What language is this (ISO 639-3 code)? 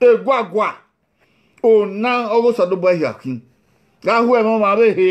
bin